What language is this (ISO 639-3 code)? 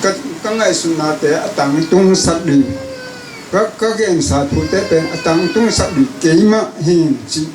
ctd